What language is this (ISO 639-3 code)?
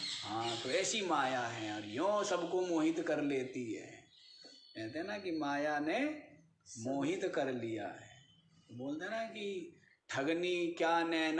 hin